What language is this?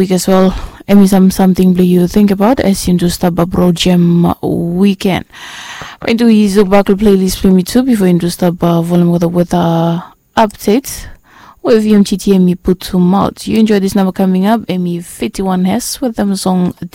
Bislama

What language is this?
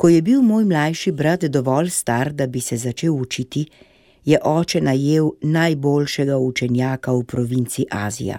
Slovenian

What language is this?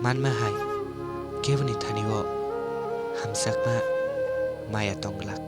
Kok Borok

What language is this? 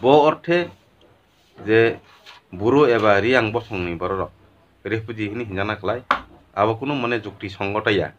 Kok Borok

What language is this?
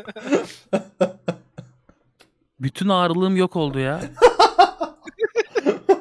Turkish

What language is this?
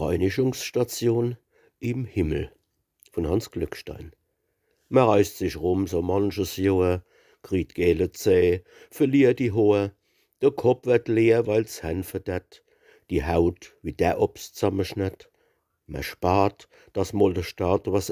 Palatine German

